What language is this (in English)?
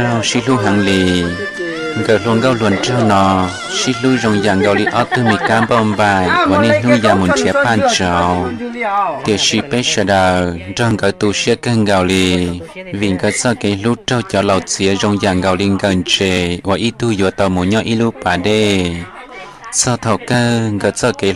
Hmong